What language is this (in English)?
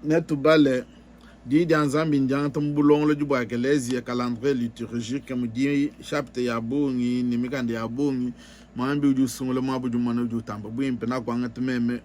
Luba-Lulua